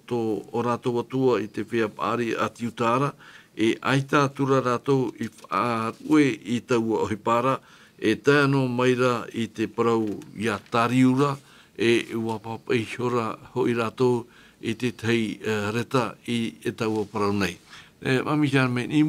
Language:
Tahitian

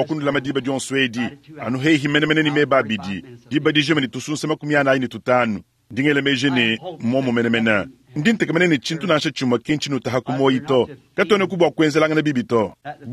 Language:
Luba-Lulua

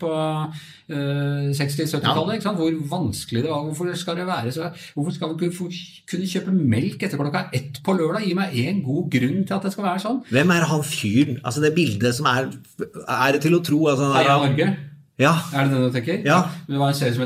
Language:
Norwegian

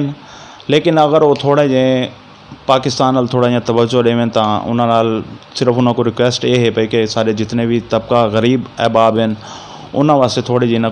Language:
Saraiki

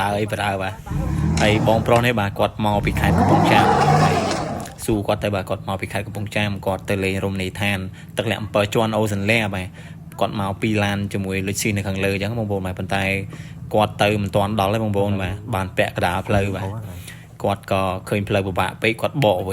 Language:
Khmer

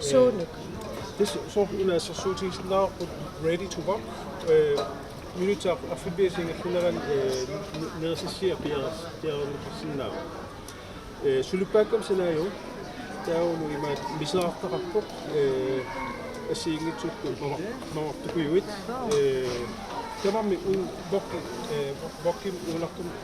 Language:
Kalaallisut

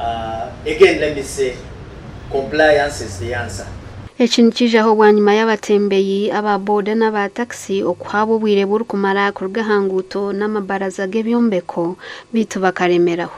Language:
Nyankole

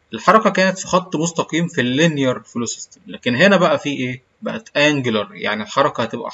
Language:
Egyptian Arabic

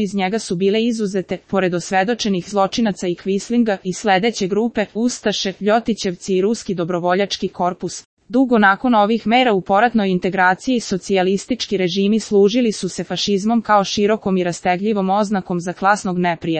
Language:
Serbian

